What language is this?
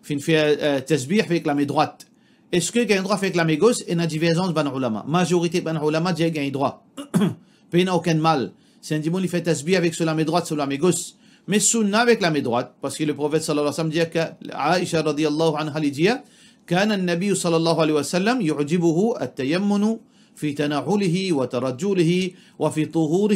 Morisyen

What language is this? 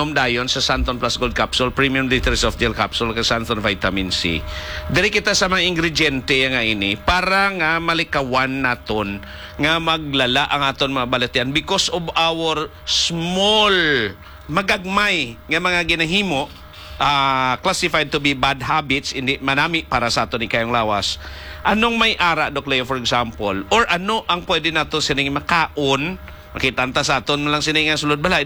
Hiligaynon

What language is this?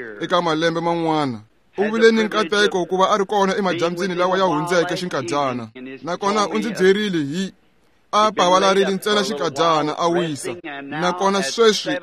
Tsonga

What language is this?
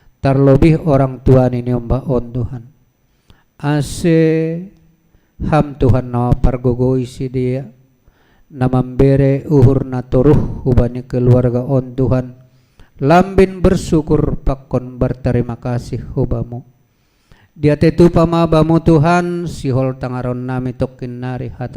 Batak Simalungun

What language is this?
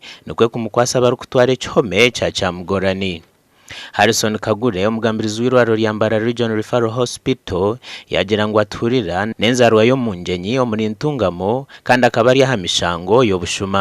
Nyankole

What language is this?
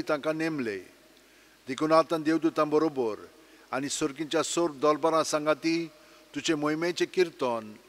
Konkani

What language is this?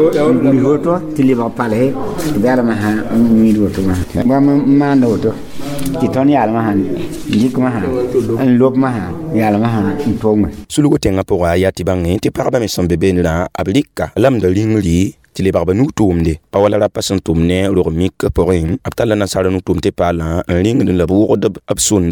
Mossi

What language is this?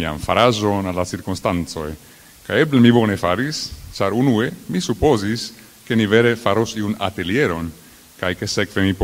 Esperanto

